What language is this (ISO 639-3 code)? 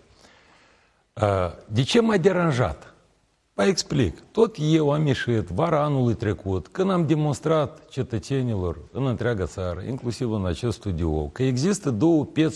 ron